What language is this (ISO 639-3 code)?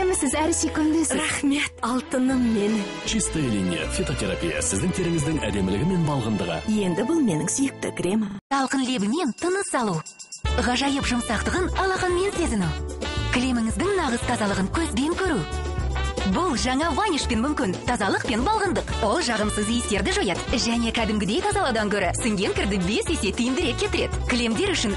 kaz